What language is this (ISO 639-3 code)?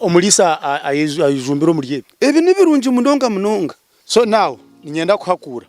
nyn